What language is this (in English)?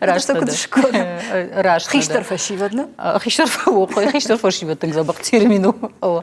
Ossetic